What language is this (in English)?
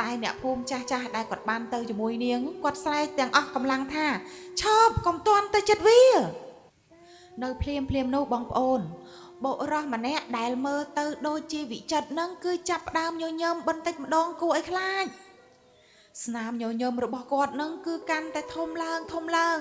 Khmer